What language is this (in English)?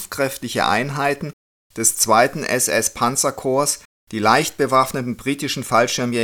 German